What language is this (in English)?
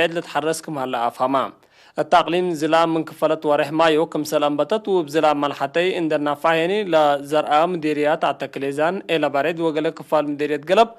Tigre